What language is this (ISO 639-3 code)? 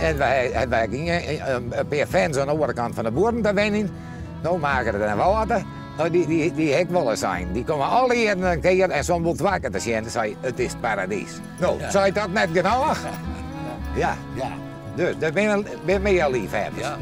fry